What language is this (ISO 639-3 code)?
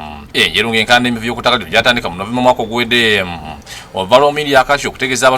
lug